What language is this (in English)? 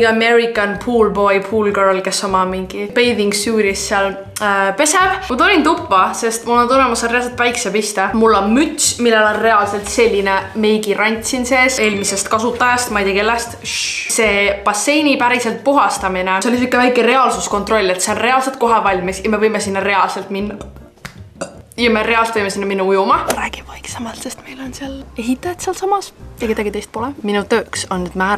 Estonian